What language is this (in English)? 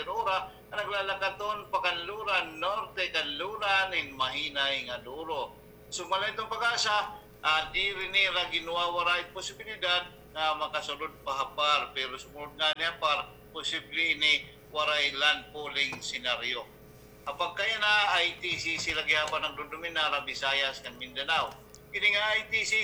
Waray